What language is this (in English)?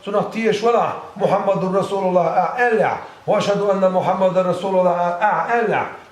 Chechen